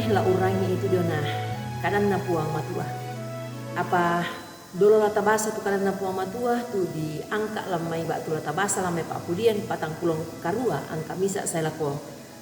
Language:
Toraja-Sa'dan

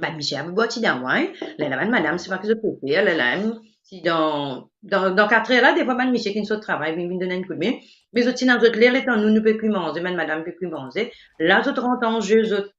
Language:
Morisyen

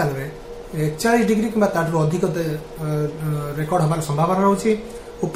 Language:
Odia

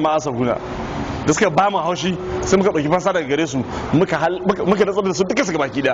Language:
Hausa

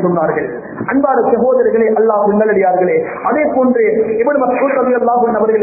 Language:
Tamil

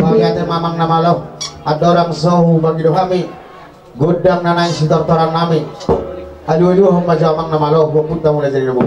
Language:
Batak Toba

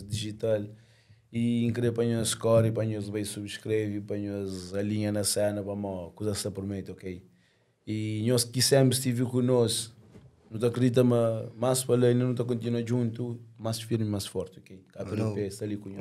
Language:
Kabuverdianu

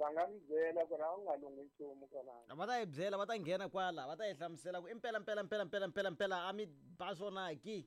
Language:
Tsonga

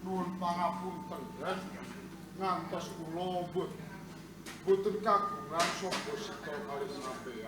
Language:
Javanese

